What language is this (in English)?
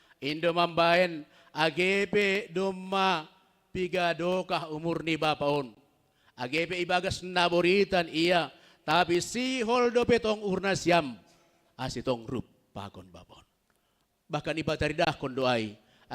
Batak Simalungun